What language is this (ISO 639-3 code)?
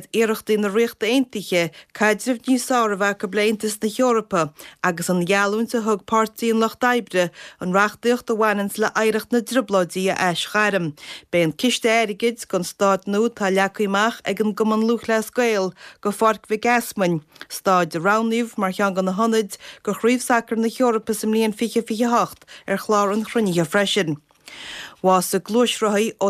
gle